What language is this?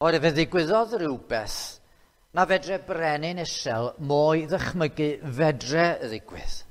Welsh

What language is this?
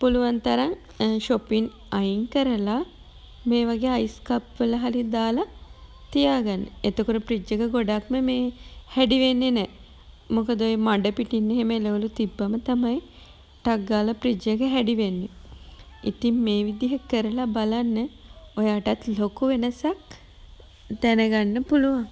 Sinhala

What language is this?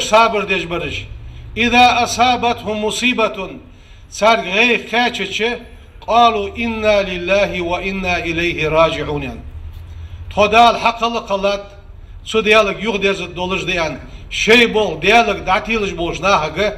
Ingush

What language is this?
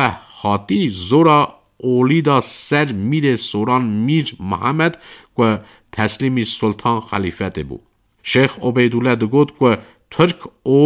Kurdish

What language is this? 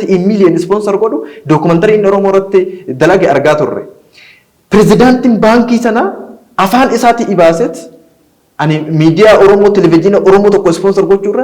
Oromo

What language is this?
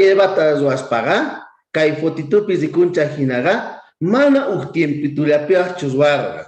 South Bolivian Quechua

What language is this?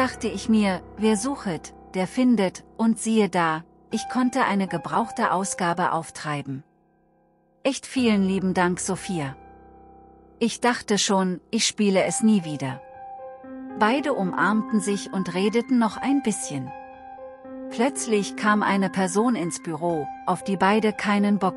German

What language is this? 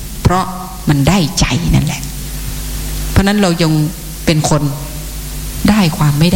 Thai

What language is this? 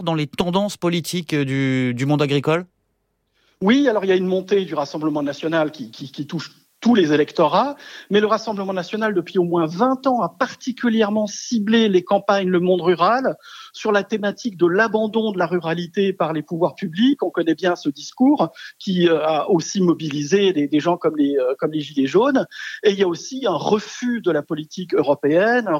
French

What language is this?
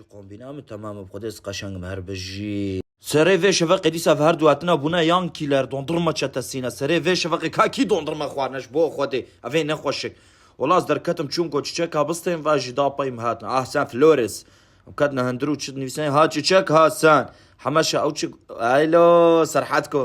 Kurdish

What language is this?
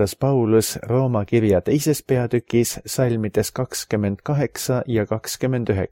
Estonian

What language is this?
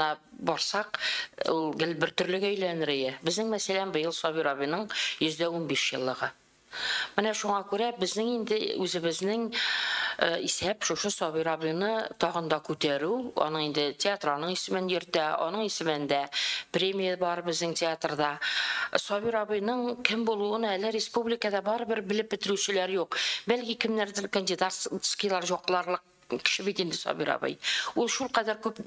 Tatar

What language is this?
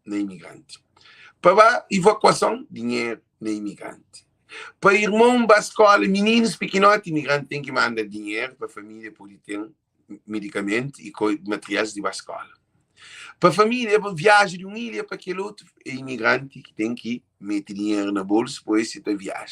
Kabuverdianu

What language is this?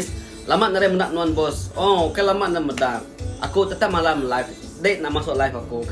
Iban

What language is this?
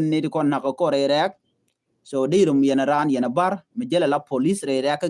Nuer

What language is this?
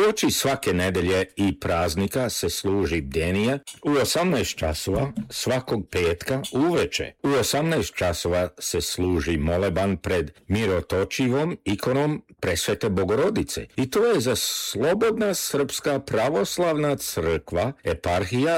Serbian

